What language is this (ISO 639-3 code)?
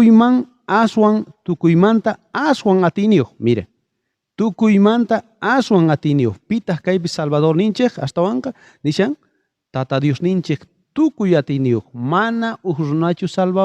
quh